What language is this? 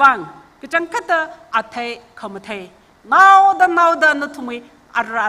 Tangkhul Naga (India)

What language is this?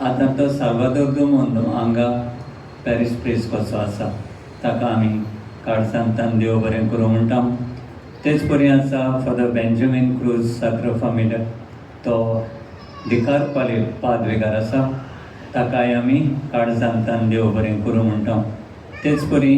Konkani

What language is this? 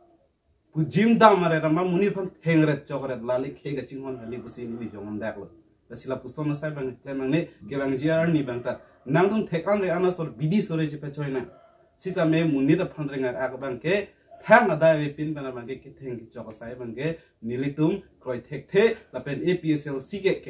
Karbi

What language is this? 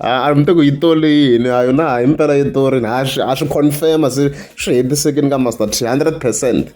Tsonga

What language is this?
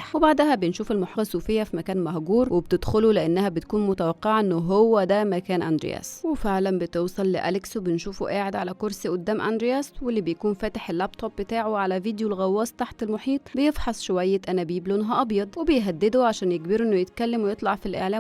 Egyptian Arabic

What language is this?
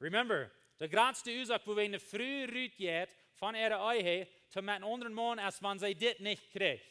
Plautdietsch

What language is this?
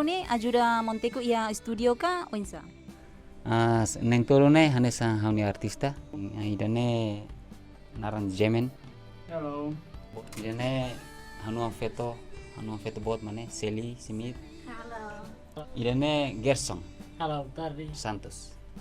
Tetum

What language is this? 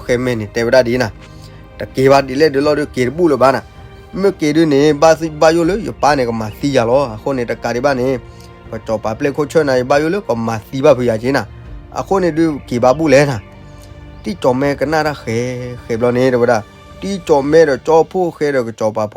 S'gaw Karen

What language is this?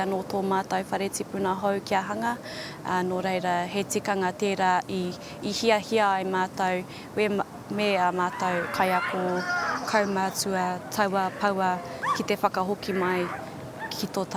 Māori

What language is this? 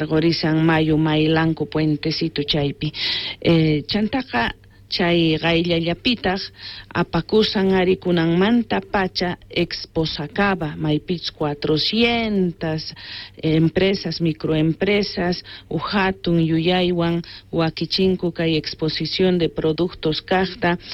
South Bolivian Quechua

